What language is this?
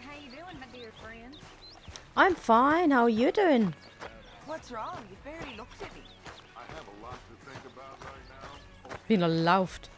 Swiss German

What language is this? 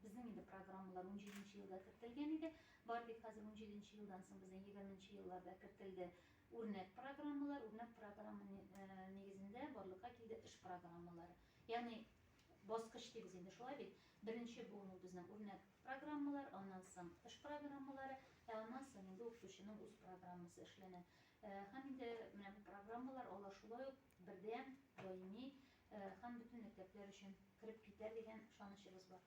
Tatar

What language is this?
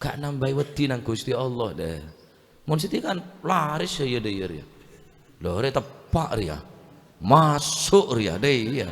Madurese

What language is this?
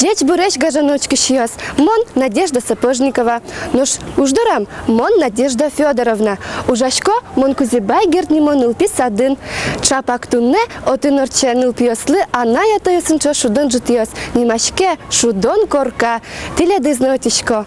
Udmurt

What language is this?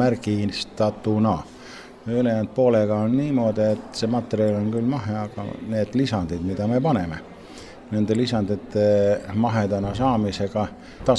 Estonian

